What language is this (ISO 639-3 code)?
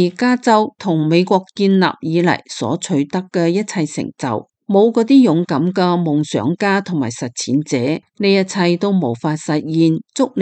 yue